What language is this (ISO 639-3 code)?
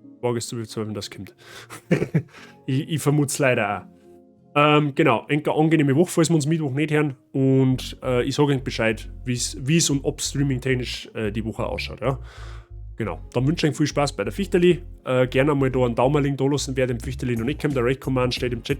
bar